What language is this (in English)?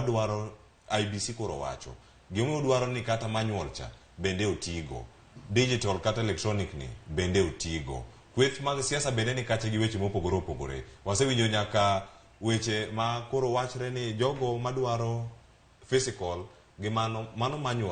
Luo (Kenya and Tanzania)